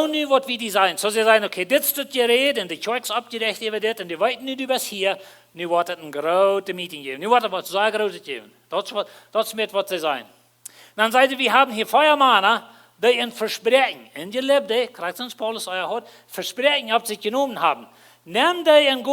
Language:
Plautdietsch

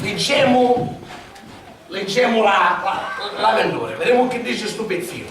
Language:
Sicilian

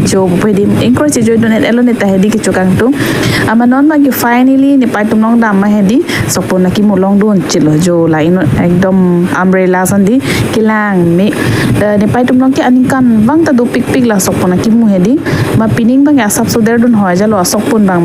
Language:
Karbi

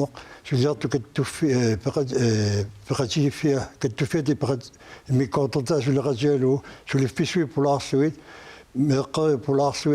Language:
Kalaallisut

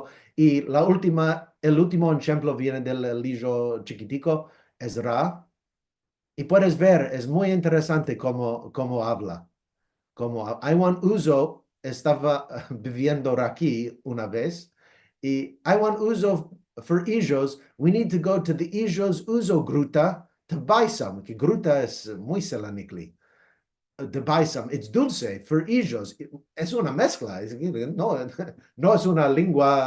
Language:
Ladino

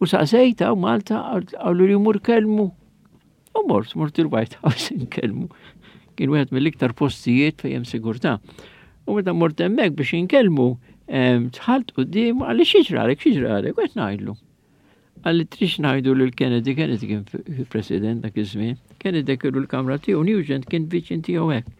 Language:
Maltese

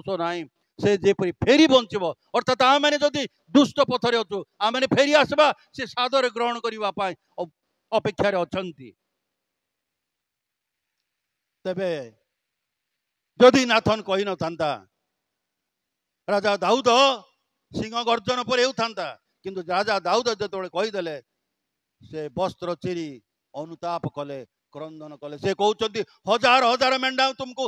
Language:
Odia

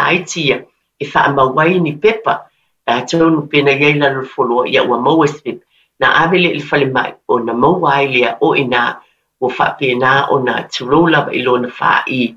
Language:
Samoan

